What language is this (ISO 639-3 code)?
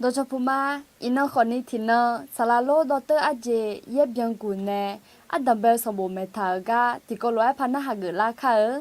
ahk